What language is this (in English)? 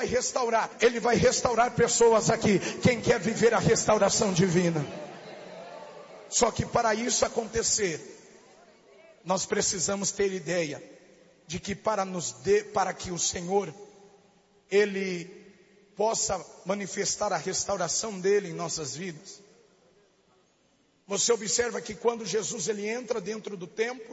Portuguese